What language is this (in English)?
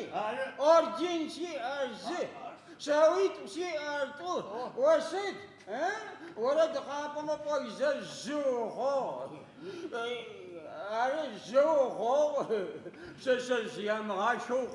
Adyghe